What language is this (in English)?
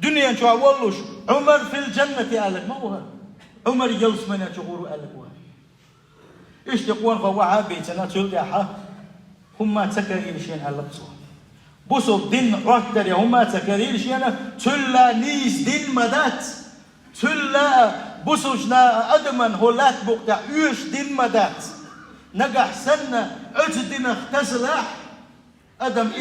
Chechen